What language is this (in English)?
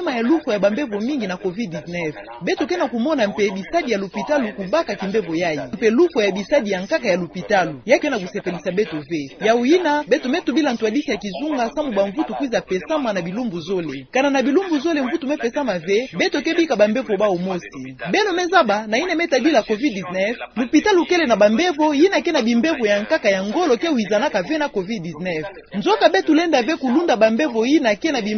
Kituba (Democratic Republic of Congo)